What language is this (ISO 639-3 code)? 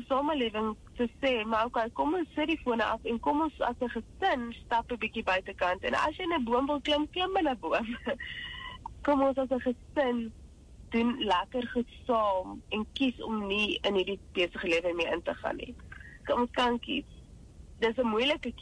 afr